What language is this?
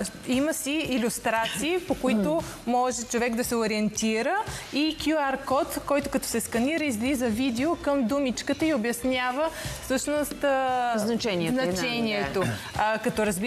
Bulgarian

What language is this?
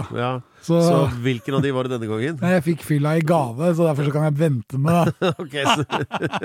Norwegian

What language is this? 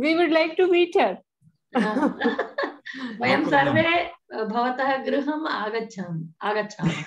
Sanskrit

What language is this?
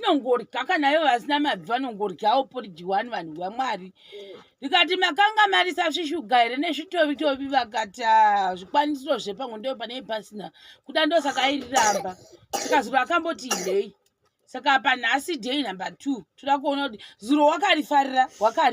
Shona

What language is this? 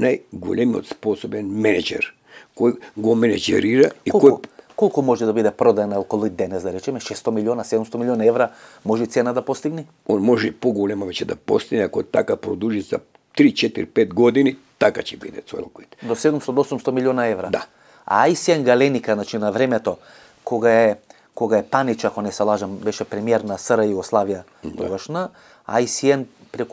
Macedonian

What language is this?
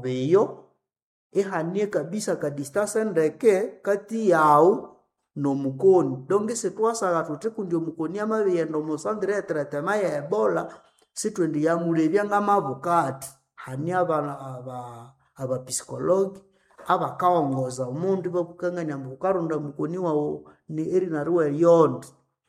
Nande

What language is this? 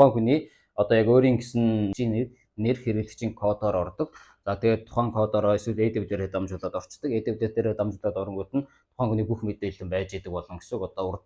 Mongolian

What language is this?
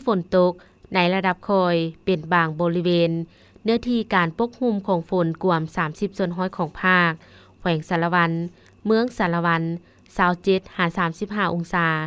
Lao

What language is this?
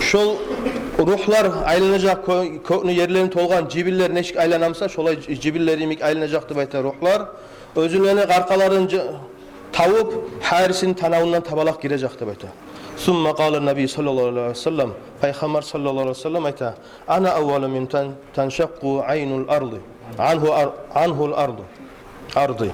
Kumyk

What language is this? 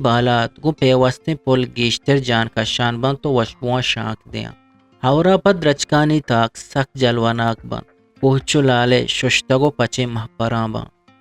Eastern Balochi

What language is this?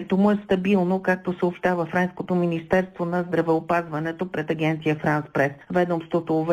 Bulgarian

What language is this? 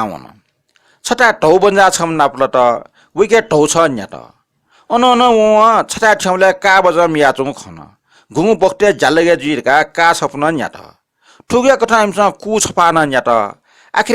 Newari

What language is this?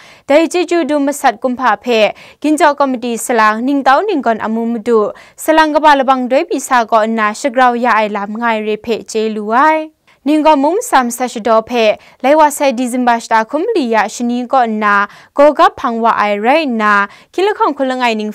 Kachin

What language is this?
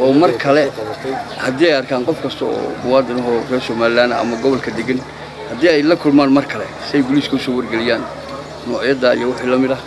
Somali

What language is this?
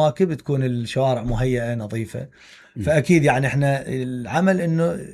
Mesopotamian Arabic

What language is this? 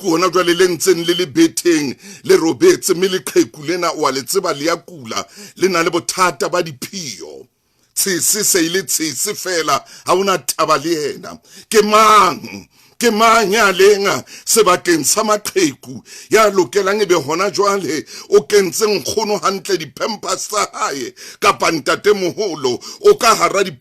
Southern Sotho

